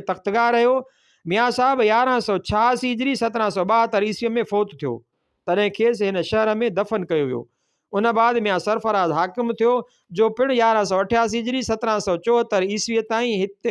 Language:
Sindhi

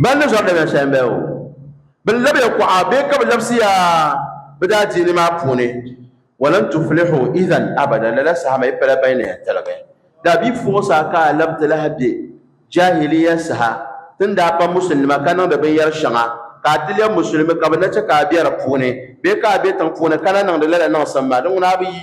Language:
Dagbani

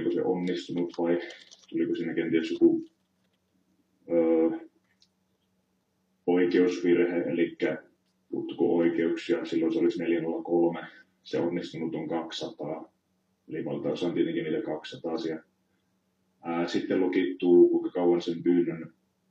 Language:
Finnish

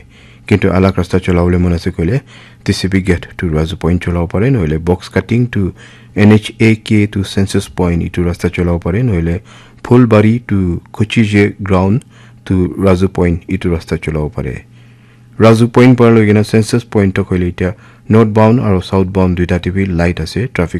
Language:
Naga Pidgin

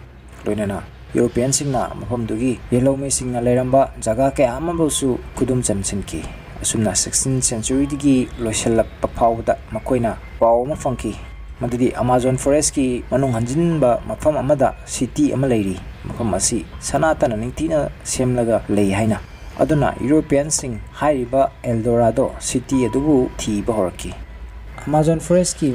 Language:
Manipuri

